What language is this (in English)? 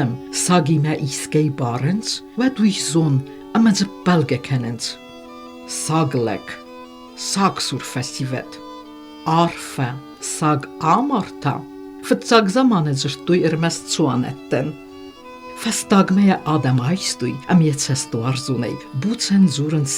Ossetic